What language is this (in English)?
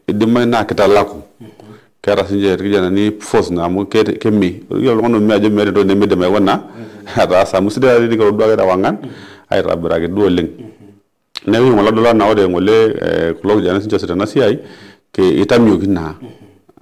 Masai